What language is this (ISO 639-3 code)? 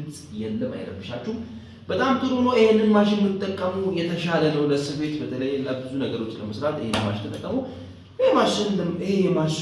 amh